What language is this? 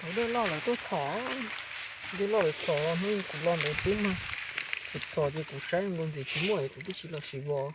Hmong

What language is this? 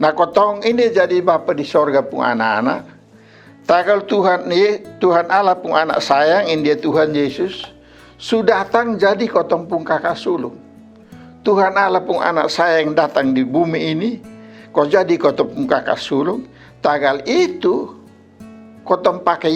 Kupang Malay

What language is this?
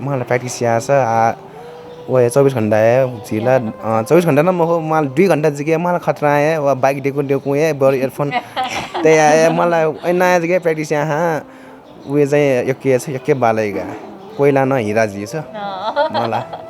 Newari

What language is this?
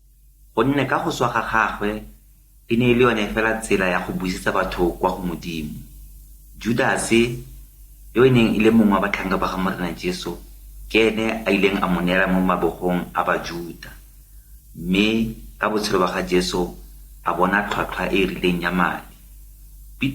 Tswana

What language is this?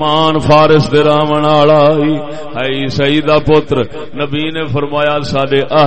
Saraiki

